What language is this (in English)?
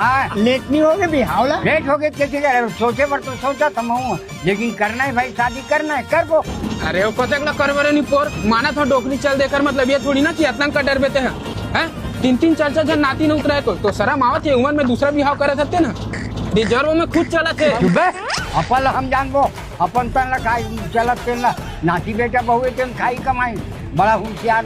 Chhattisgarhi